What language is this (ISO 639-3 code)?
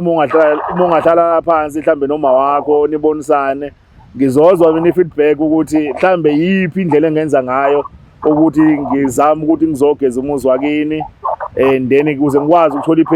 zul